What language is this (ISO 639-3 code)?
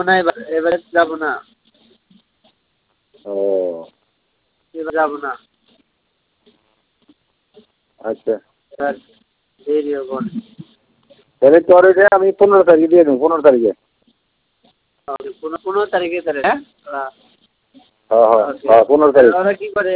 ben